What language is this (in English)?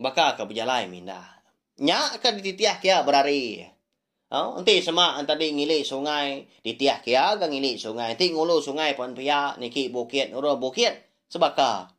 Iban